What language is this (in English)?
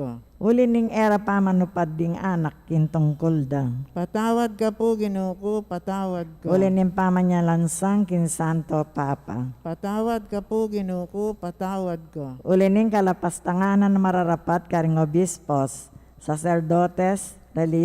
Pampanga